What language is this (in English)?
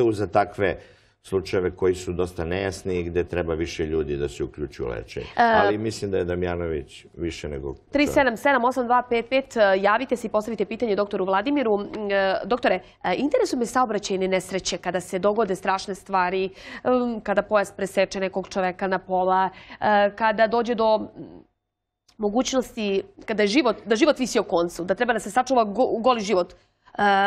Serbian